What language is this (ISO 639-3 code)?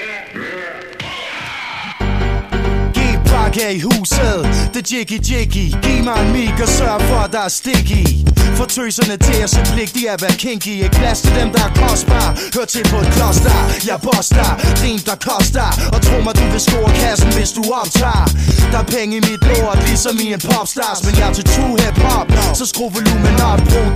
dan